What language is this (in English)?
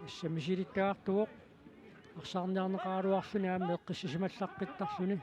Kalaallisut